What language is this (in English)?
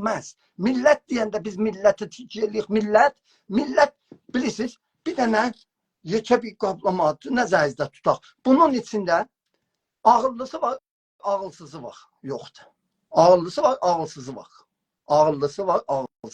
South Azerbaijani